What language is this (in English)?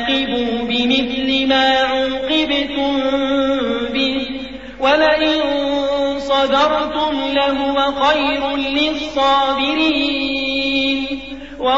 Arabic